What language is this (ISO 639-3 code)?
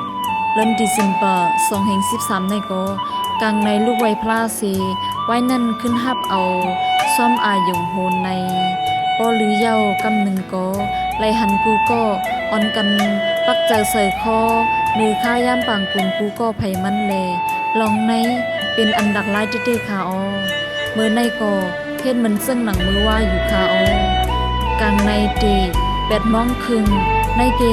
shn